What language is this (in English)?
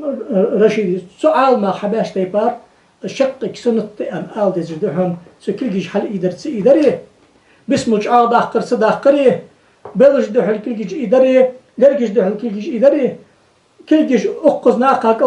Ingush